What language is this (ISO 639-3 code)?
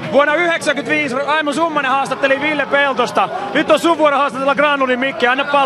fin